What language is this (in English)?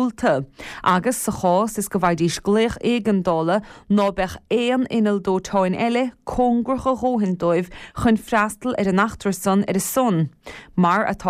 Irish